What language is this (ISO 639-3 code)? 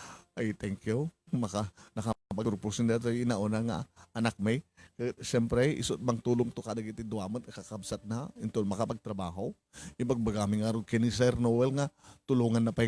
ilo